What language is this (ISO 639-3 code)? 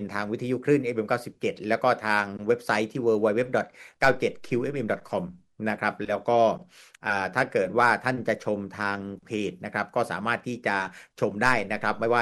tha